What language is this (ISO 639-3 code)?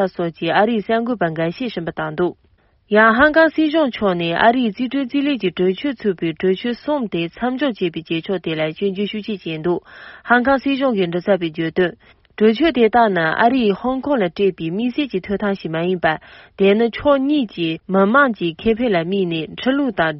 bod